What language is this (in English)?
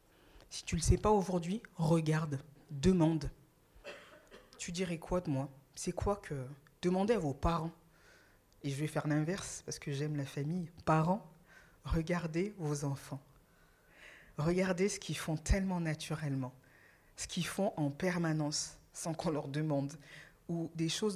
French